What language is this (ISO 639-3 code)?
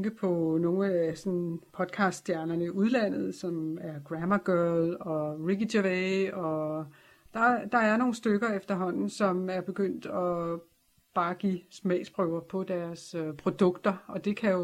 dan